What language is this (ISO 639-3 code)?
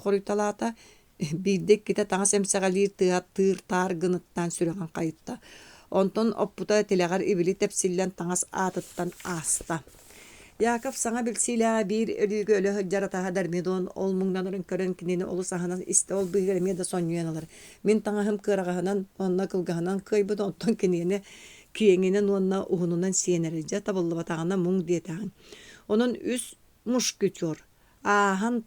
sah